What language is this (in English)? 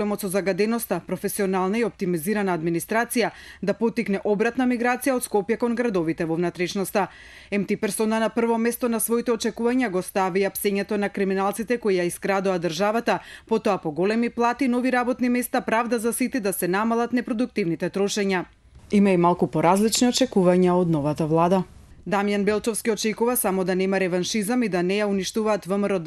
Macedonian